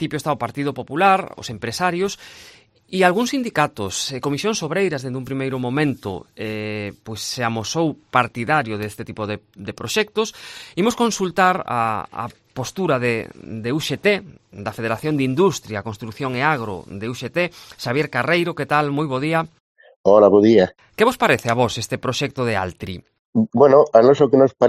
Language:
Galician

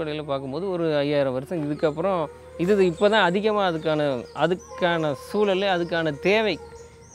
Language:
Tamil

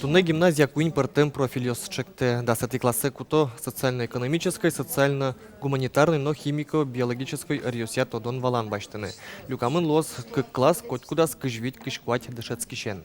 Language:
Udmurt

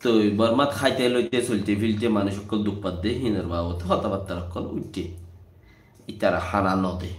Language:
Rohingya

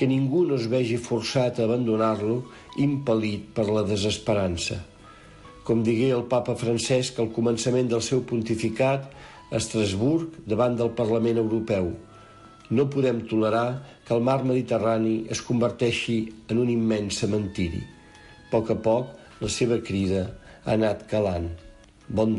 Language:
Catalan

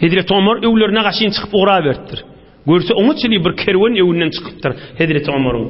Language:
Turkmen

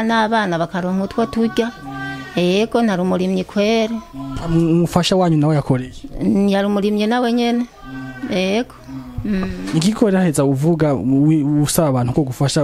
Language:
Rundi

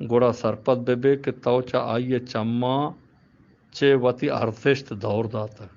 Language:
Eastern Balochi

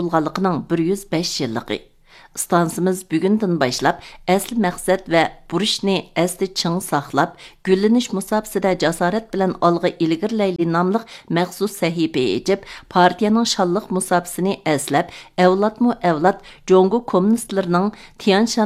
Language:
Uyghur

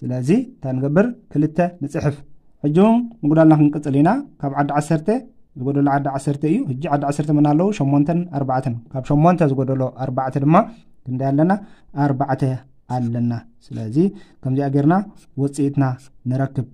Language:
Tigrinya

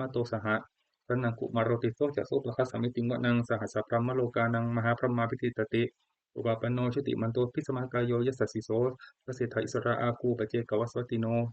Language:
Pali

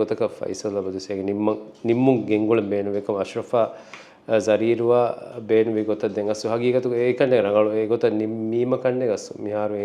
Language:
Divehi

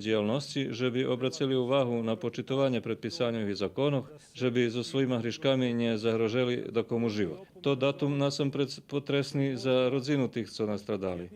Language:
Rusyn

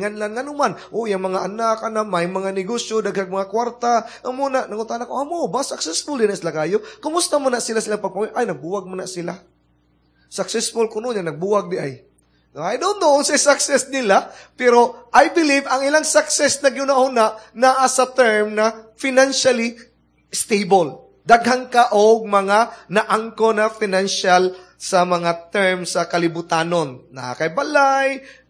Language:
Cebuano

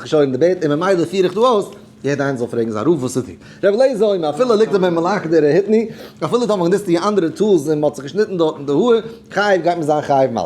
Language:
Yiddish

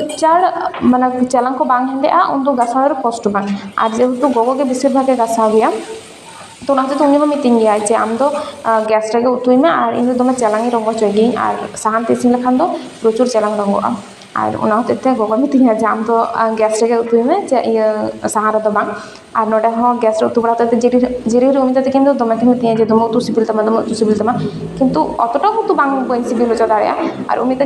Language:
Santali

